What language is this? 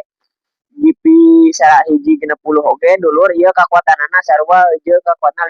Sundanese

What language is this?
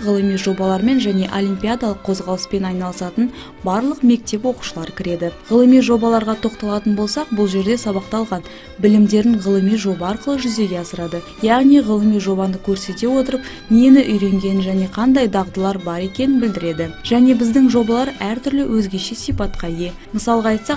Kazakh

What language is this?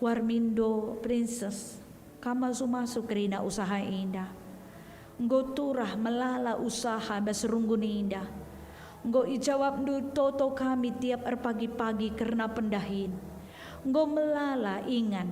Batak Karo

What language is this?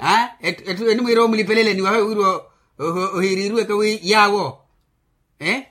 Makhuwa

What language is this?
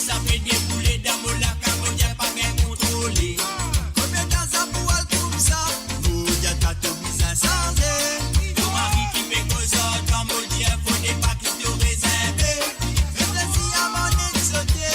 Morisyen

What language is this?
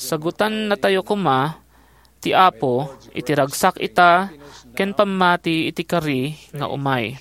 Iloko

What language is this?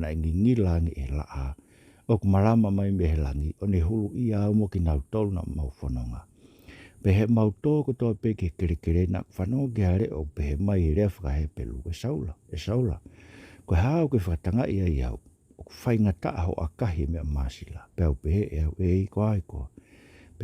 Tongan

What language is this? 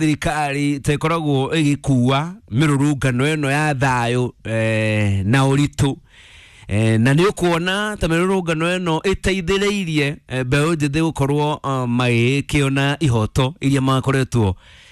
Kikuyu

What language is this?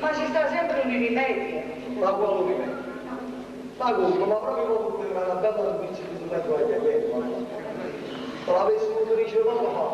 Neapolitan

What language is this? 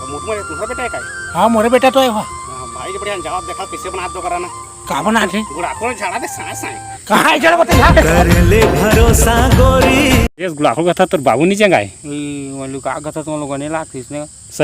Chhattisgarhi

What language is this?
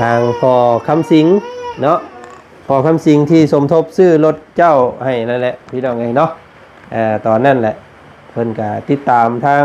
Lao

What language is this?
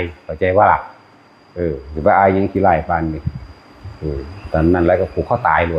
Northeastern Thai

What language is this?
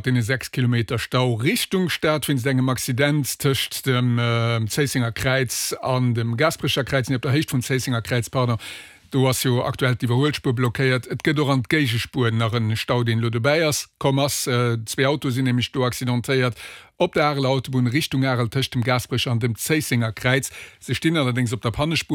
Luxembourgish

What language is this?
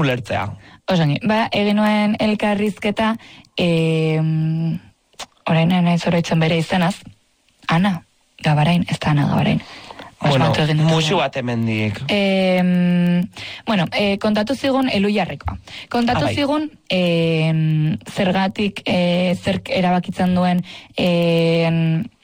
Basque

